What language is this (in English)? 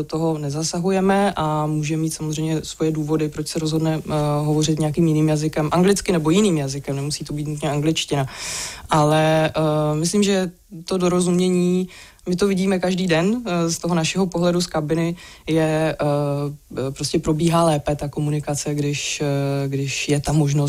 Czech